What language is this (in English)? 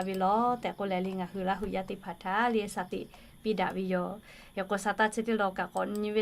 Lahu